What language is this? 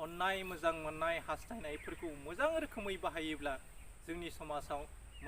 Bodo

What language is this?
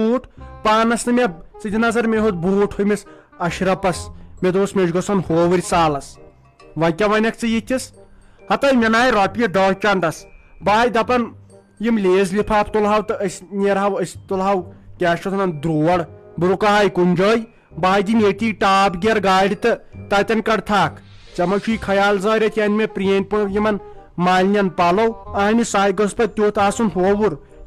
Kashmiri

